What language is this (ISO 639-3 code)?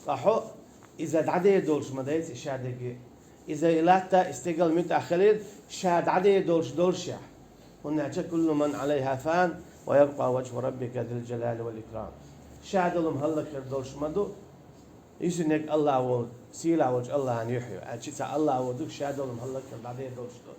che